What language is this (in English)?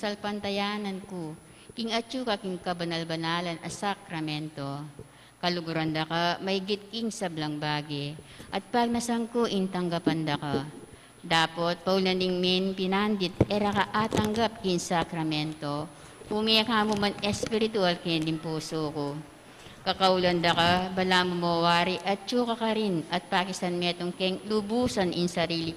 Pampanga